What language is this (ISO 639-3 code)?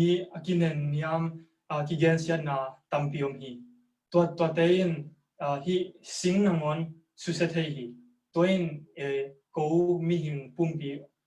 ctd